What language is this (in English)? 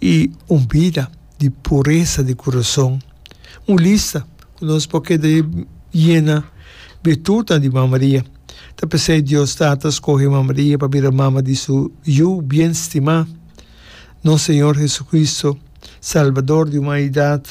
Papiamento